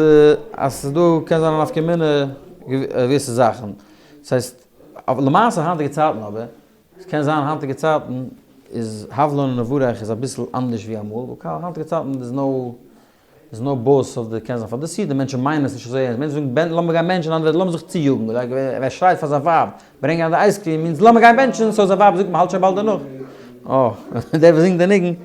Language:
Yiddish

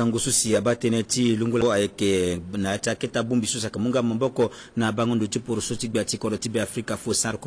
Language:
Sango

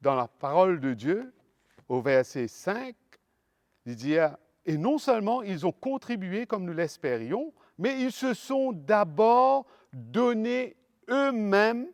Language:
Morisyen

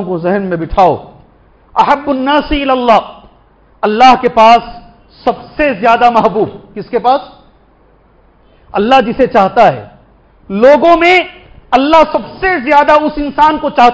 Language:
Urdu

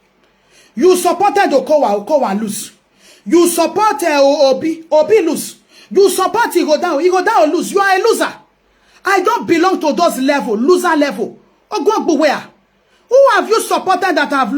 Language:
Nigerian Pidgin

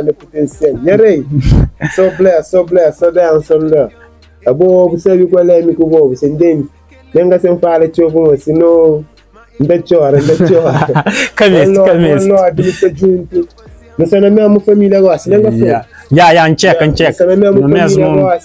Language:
Kabuverdianu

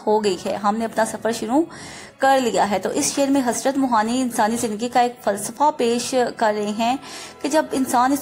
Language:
Urdu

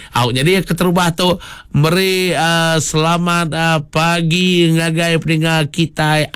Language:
Iban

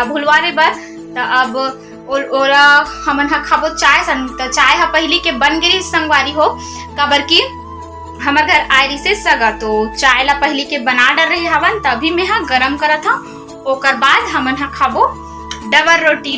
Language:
Chhattisgarhi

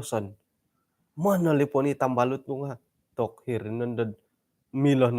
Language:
Central Dusun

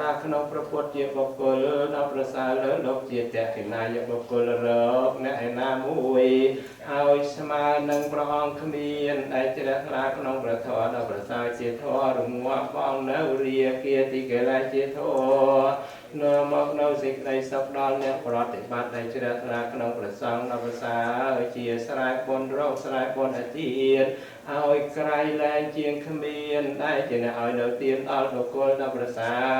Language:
Khmer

